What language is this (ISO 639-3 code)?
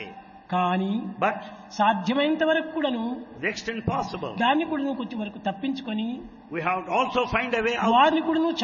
tel